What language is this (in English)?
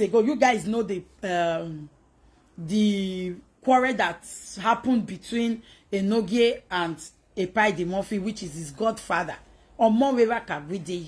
Nigerian Pidgin